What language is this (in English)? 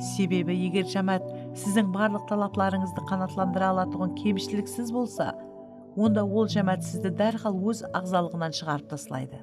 Kara-Kalpak